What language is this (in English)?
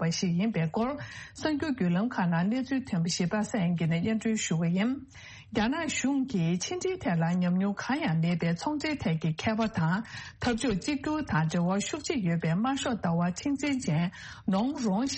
Tibetan